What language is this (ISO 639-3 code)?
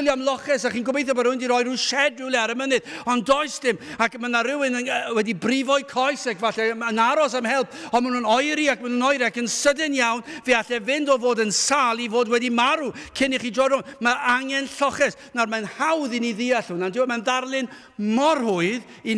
cym